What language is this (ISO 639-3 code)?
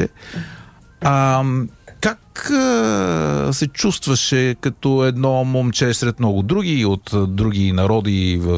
bul